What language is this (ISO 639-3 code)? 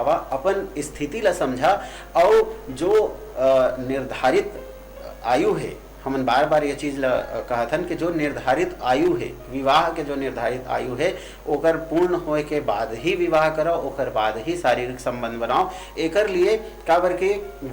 hne